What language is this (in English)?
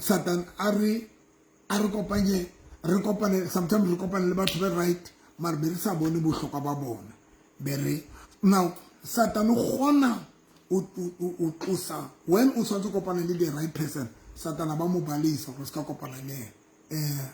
Southern Sotho